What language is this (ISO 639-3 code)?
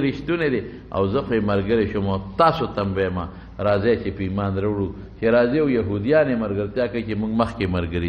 pus